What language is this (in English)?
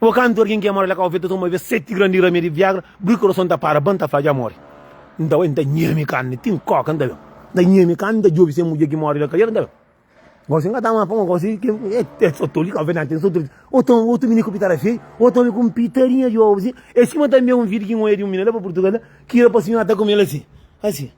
Kabuverdianu